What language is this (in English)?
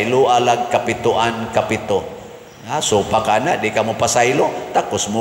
Cebuano